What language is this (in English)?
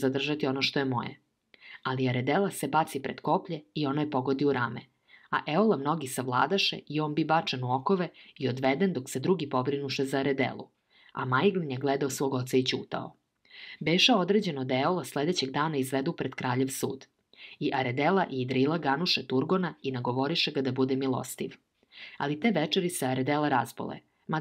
Serbian